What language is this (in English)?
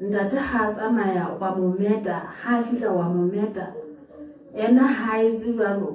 Southern Sotho